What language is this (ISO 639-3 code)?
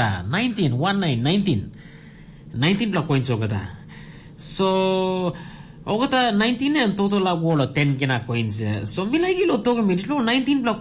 tpi